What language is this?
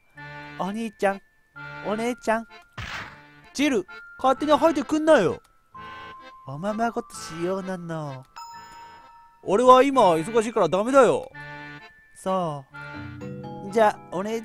Japanese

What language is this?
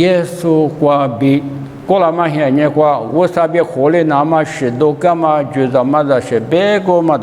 Lisu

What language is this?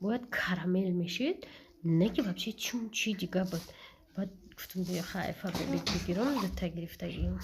Tajik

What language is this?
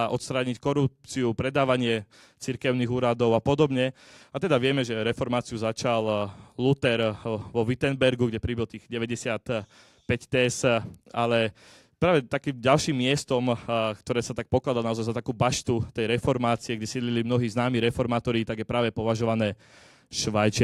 Slovak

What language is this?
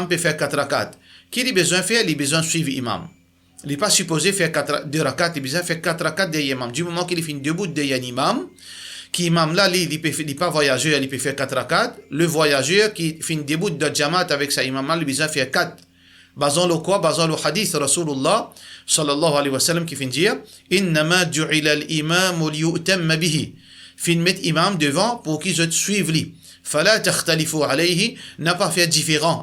Morisyen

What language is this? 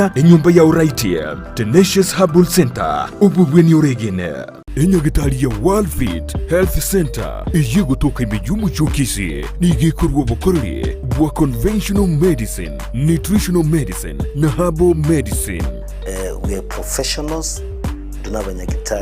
Gusii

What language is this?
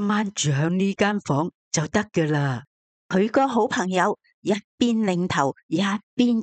Cantonese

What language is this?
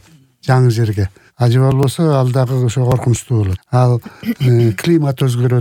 Kyrgyz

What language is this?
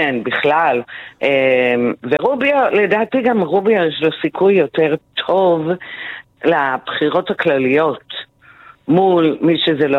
Hebrew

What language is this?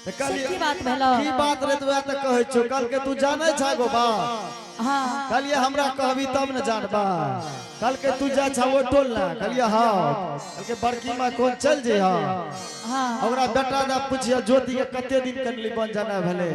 Angika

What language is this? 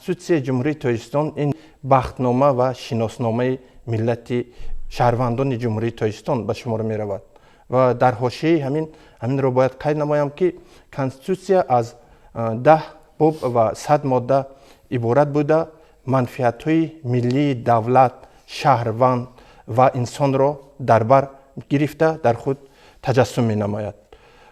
Tajik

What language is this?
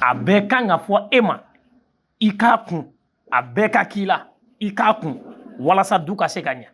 Bambara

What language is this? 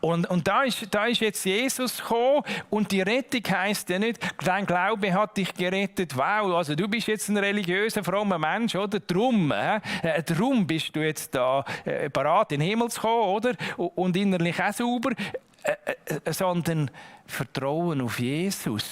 Swiss German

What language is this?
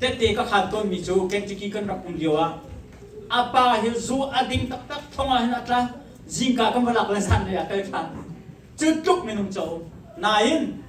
Hakha Chin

